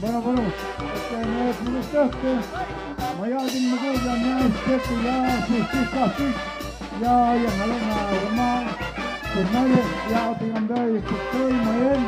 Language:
Tlahuitoltepec Mixe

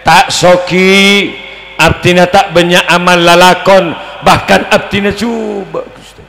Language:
Madurese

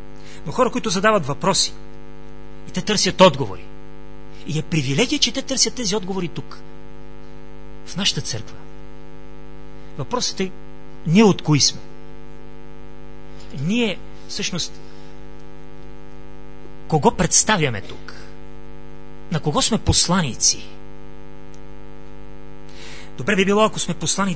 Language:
Bulgarian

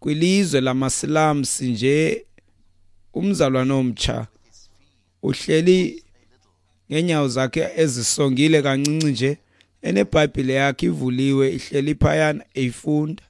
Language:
Xhosa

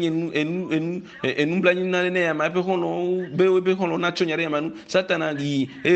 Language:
Ewe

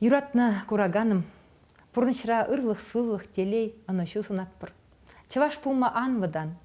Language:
Chuvash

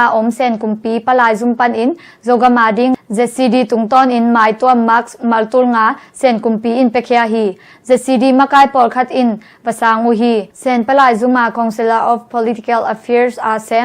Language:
Tedim Chin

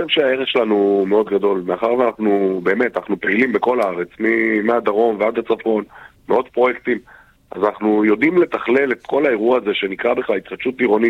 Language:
Hebrew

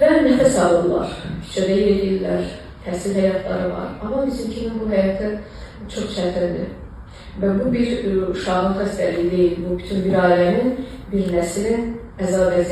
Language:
Azerbaijani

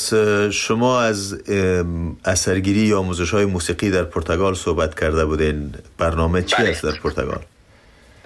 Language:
Persian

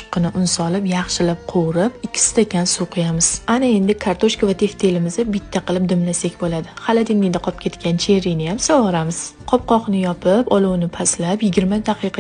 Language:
Uzbek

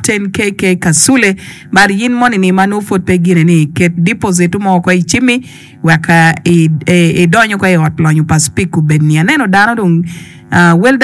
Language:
Acoli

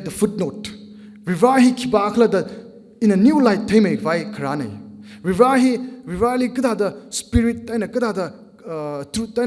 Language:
Tangkhul Naga (India)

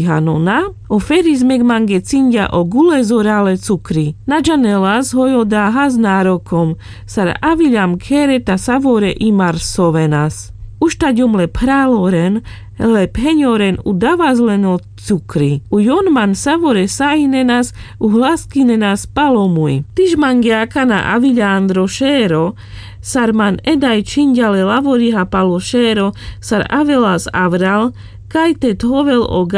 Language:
Carpathian Romani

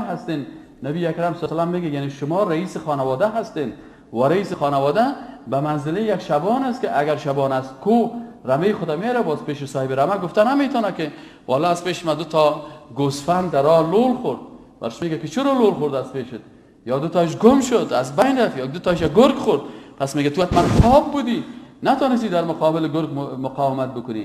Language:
Persian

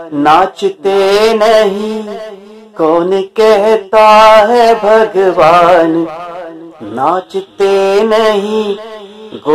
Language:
Sanskrit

